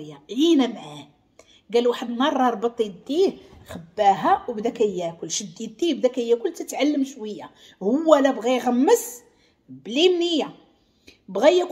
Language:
Moroccan Arabic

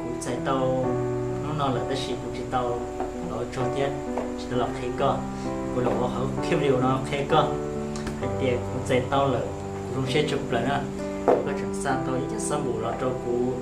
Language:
Hmong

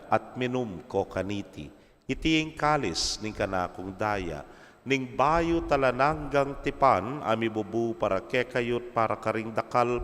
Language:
Pampanga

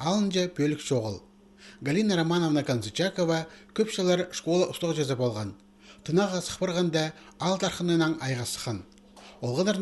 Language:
Khakas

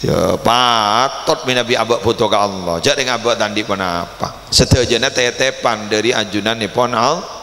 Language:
Madurese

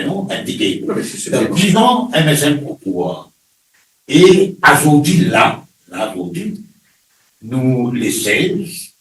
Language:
Morisyen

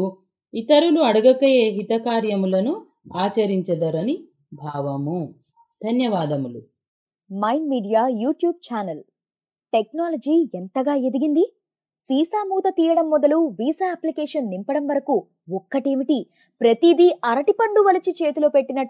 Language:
Telugu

